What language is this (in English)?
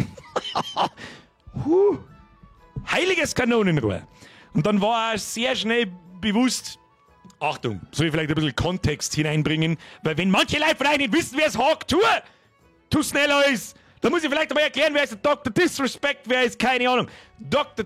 Bavarian